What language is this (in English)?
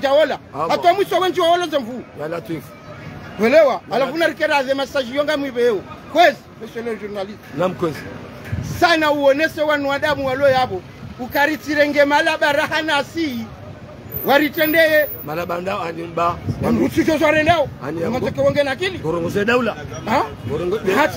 Ngazidja Comorian